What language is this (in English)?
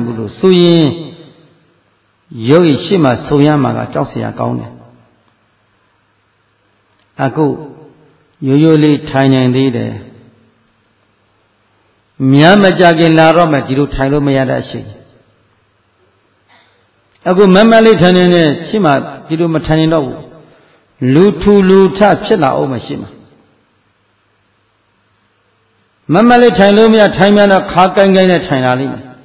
Burmese